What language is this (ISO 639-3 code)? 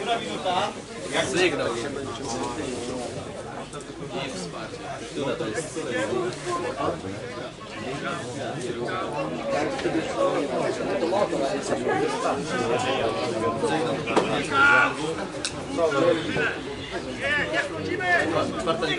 pol